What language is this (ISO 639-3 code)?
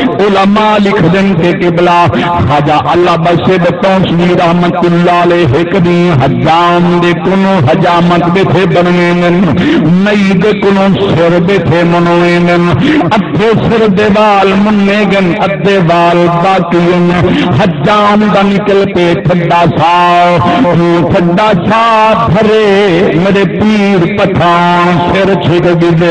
skr